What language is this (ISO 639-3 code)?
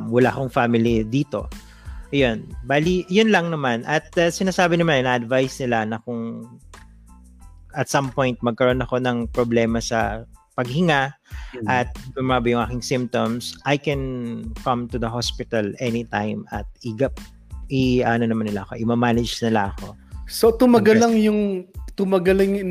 fil